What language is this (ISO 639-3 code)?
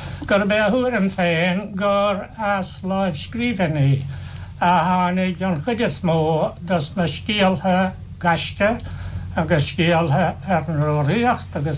gle